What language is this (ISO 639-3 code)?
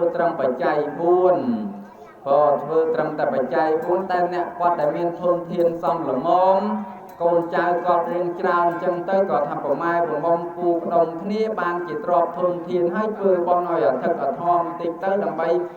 khm